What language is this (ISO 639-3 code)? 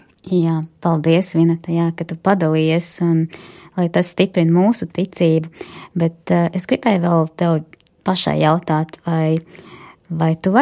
lav